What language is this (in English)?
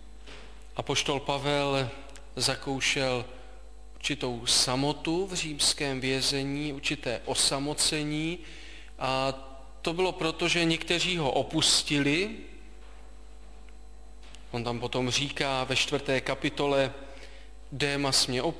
Czech